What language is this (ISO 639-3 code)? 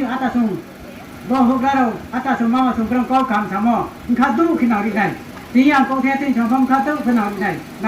ria